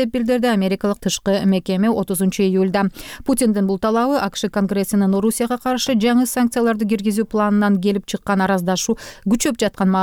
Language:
Kyrgyz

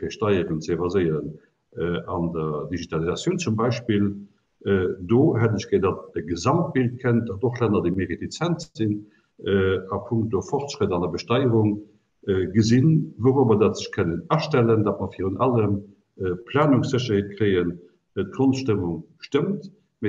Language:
Luxembourgish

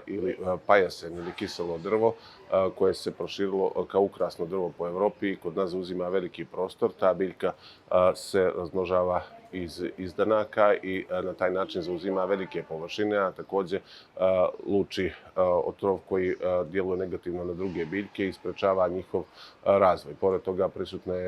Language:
Bosnian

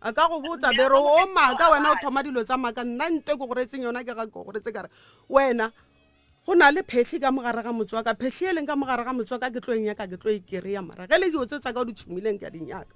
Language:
Northern Sotho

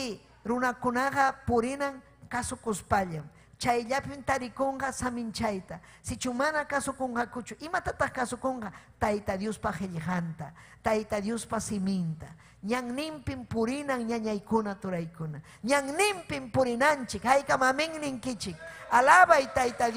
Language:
Ayacucho Quechua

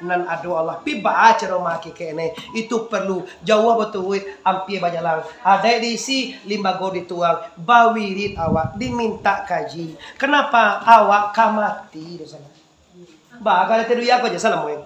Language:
Minangkabau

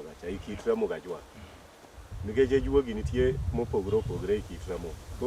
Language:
Luo (Kenya and Tanzania)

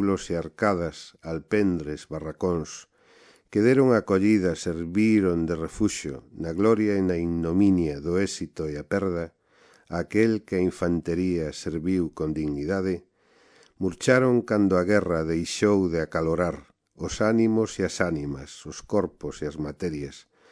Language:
Galician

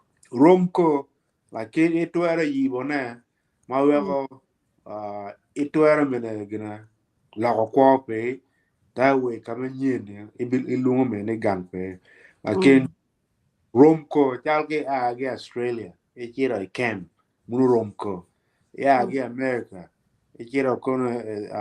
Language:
Acoli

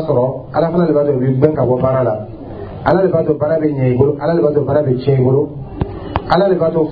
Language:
Dyula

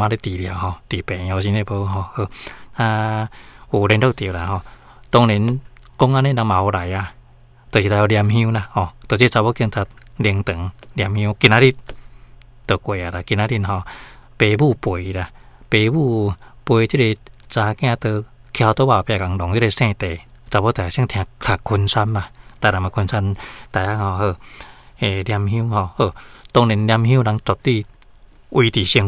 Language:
Min Nan Chinese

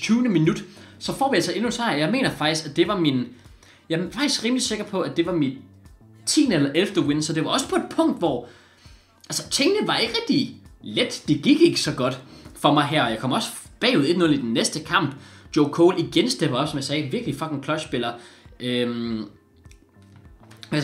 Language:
Danish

